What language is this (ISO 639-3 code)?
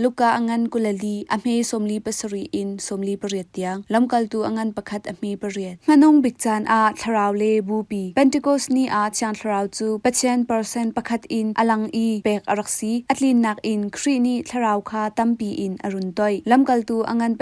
cnh